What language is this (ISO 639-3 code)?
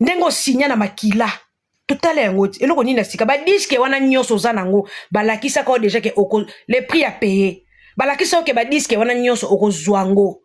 lin